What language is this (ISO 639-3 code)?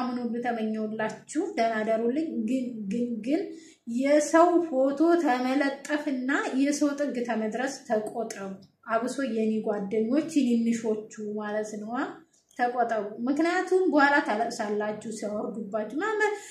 amh